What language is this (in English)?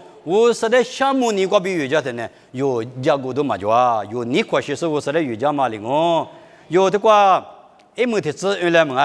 Lisu